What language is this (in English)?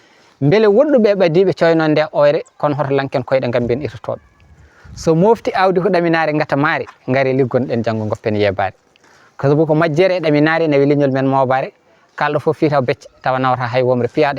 Fula